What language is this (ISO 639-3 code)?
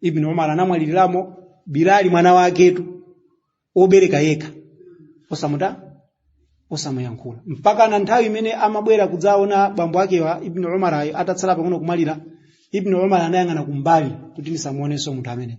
nya